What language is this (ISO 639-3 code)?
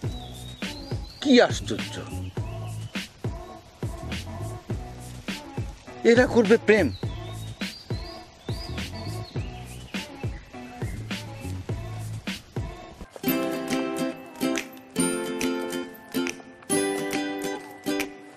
ben